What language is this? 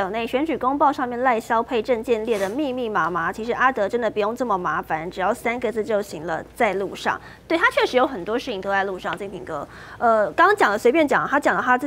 Chinese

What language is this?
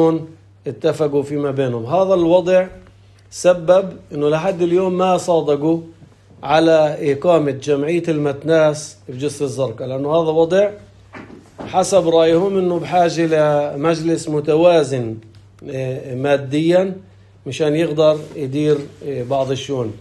North Levantine Arabic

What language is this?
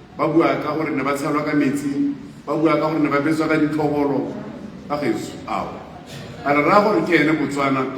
Tswana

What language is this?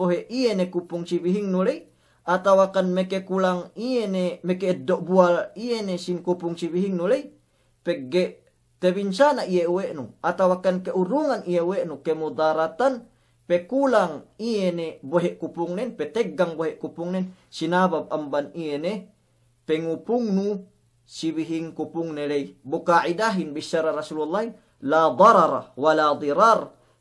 Yakan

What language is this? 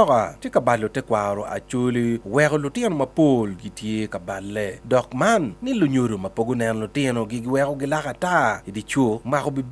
Acoli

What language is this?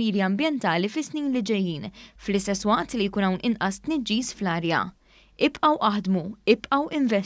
Maltese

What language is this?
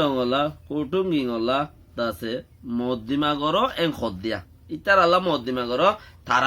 Rohingya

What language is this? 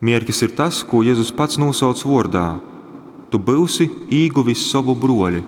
Latgalian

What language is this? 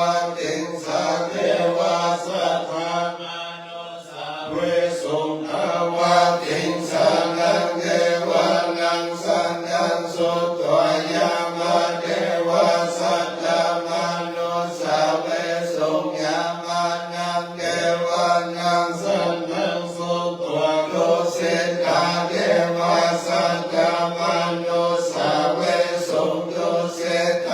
Pali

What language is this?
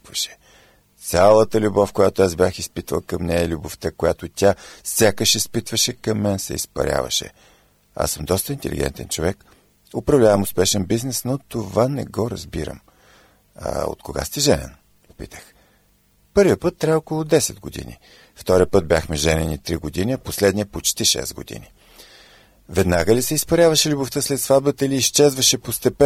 Bulgarian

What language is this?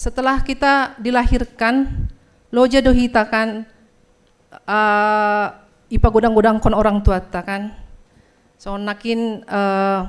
Batak Simalungun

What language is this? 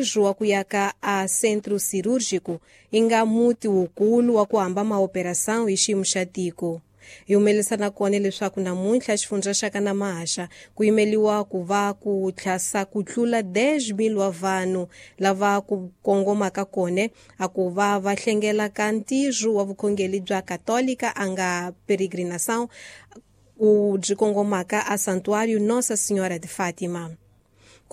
Tsonga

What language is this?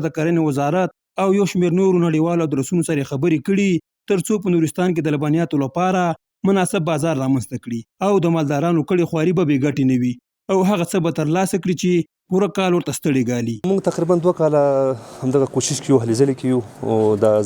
Pashto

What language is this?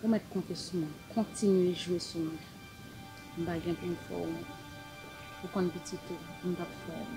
Haitian Creole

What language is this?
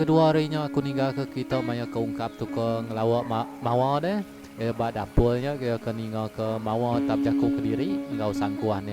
Iban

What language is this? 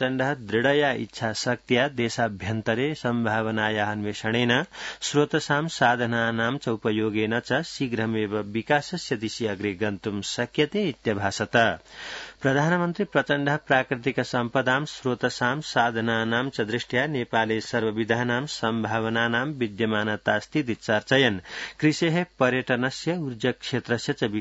Sanskrit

